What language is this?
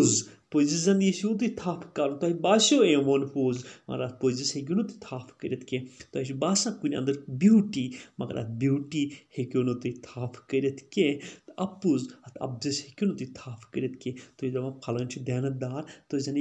Kashmiri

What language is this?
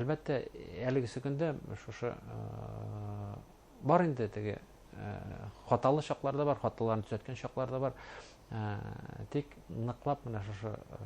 Bashkir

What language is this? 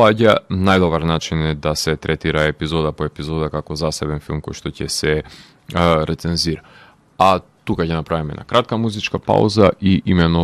Macedonian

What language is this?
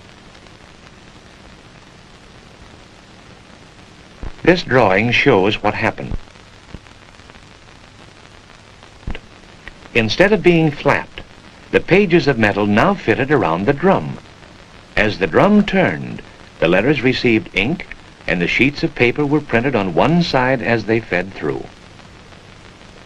English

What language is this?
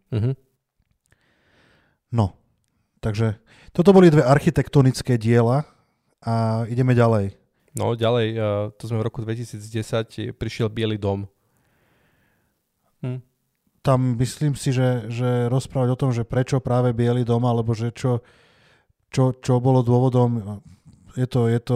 Slovak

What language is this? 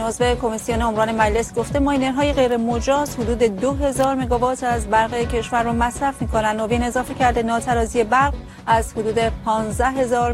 Persian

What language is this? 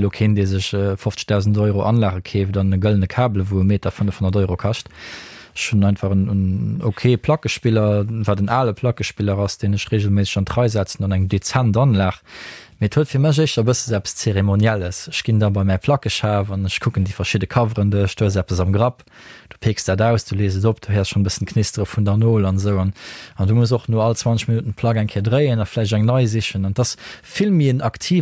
Luxembourgish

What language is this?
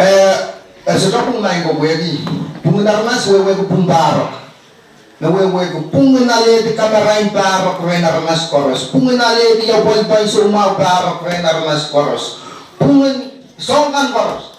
Pohnpeian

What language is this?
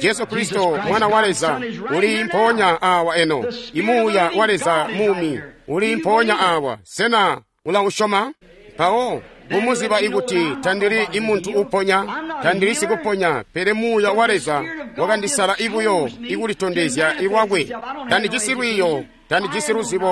Tonga (Zambia)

